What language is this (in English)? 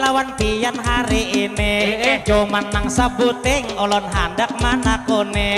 Banjar